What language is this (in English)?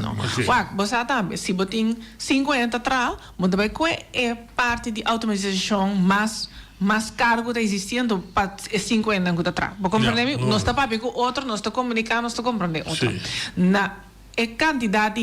Papiamento